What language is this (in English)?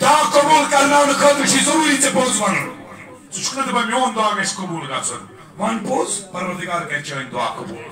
Kashmiri